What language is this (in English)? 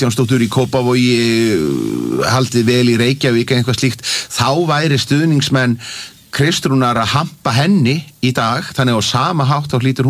Icelandic